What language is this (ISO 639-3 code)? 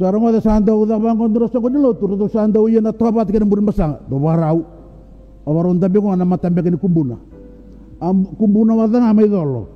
fij